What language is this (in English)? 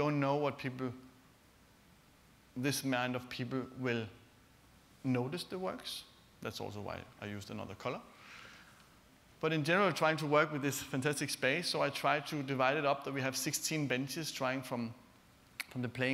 English